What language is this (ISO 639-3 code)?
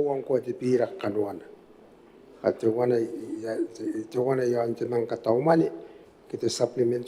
gil